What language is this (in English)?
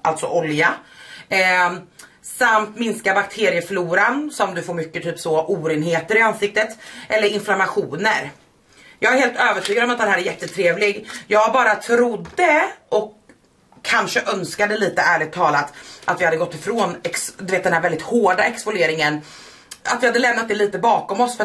Swedish